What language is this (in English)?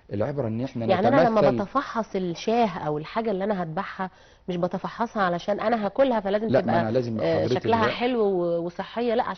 Egyptian Arabic